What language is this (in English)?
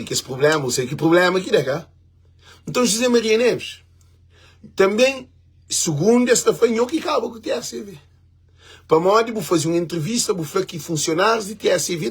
Kabuverdianu